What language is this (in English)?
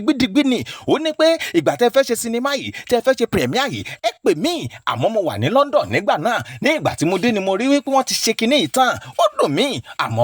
Yoruba